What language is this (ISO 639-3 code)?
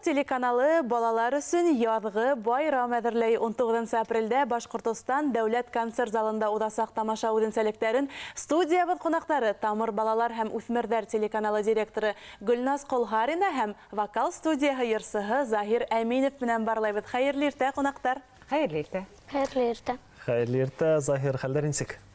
bak